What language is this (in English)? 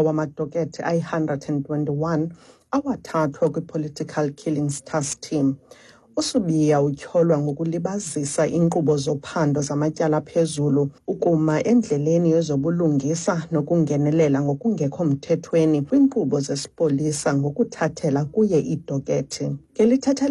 Xhosa